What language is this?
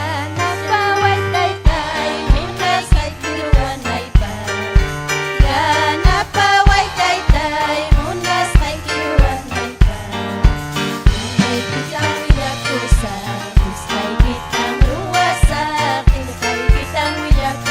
Ayacucho Quechua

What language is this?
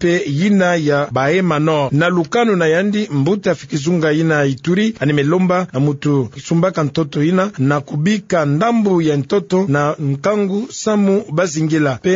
Kituba (Democratic Republic of Congo)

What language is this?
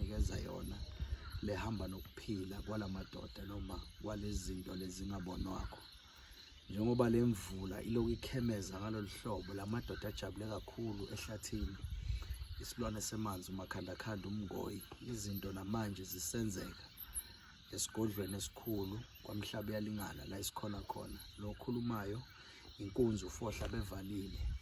Zulu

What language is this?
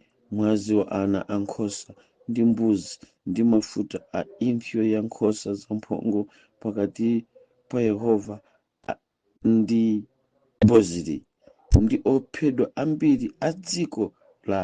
Nyanja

